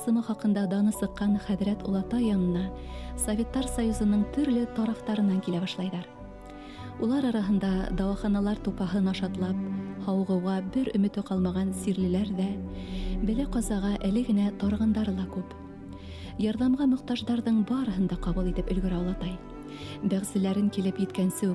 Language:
Bashkir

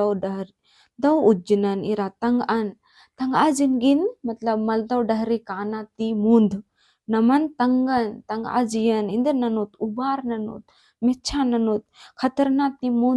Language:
Kurukh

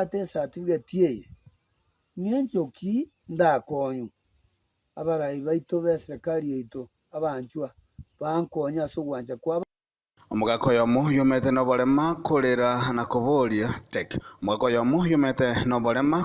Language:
Gusii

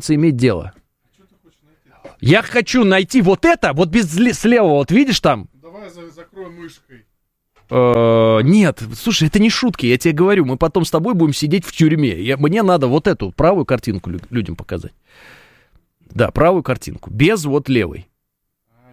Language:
Russian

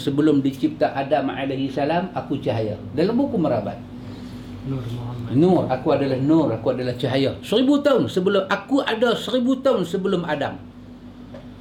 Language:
Malay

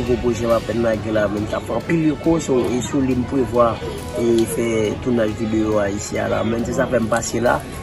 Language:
Haitian Creole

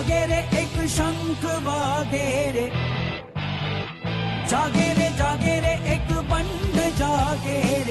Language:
Gujarati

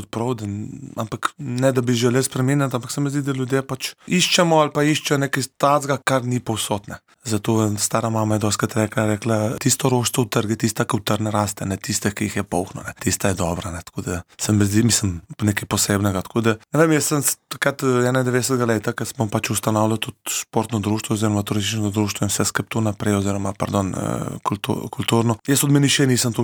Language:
Slovenian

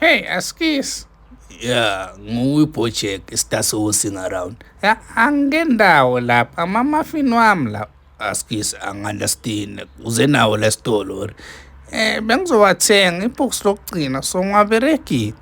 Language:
Zulu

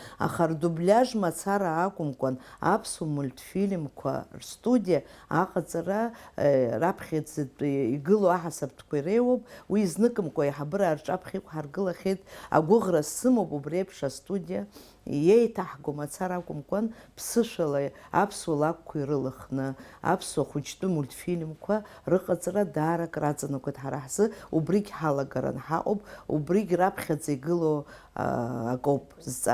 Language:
Abkhazian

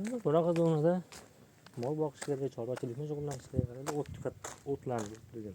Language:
Uzbek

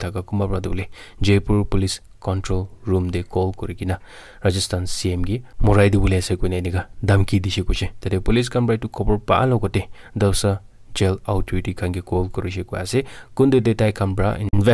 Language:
Naga Pidgin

